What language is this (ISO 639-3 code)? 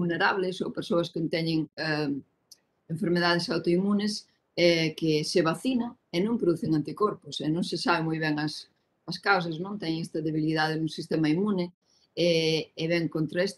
glg